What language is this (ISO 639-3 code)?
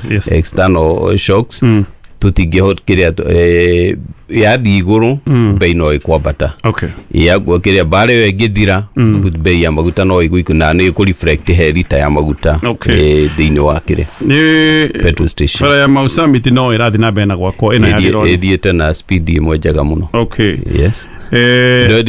kik